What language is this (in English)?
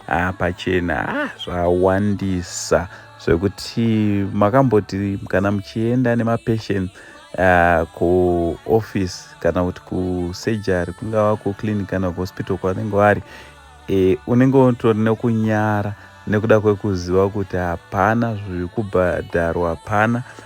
Shona